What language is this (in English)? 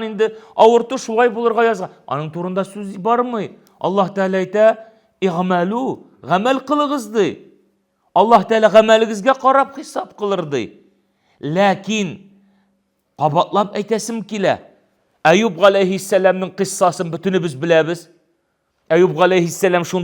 Tatar